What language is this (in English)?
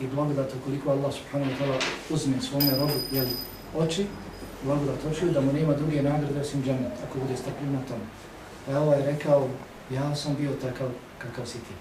Bosnian